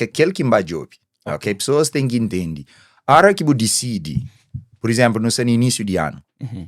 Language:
Kabuverdianu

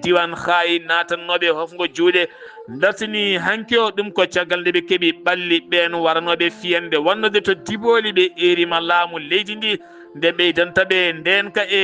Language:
Fula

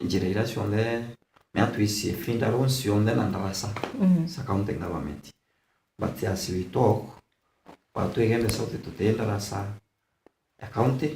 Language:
Meru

